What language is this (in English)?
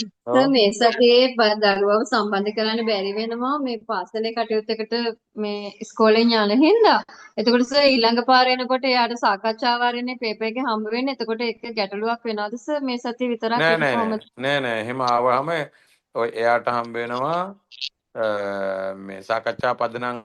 Sinhala